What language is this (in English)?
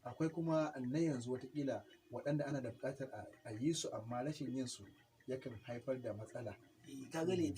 Hausa